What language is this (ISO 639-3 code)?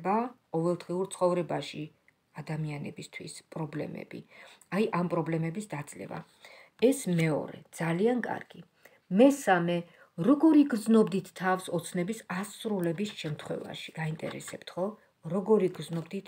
kat